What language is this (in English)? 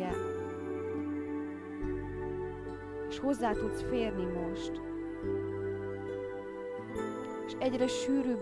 Hungarian